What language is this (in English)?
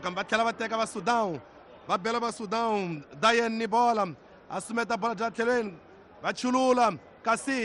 Tsonga